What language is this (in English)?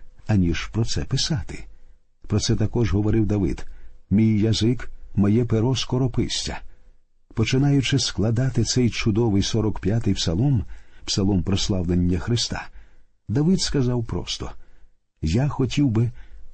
Ukrainian